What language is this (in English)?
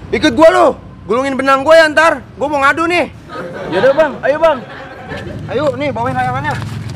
Betawi